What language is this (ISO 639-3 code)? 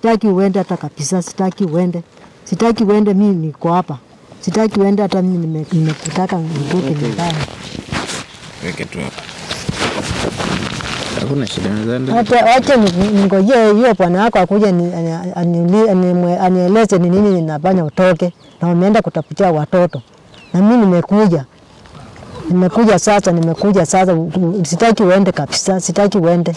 swa